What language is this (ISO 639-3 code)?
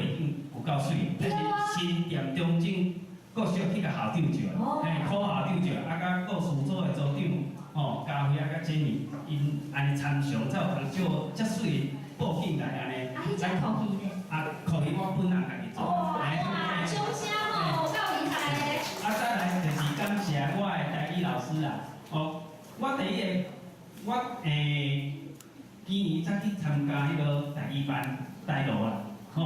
nan